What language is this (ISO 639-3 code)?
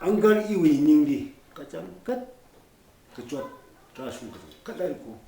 nmf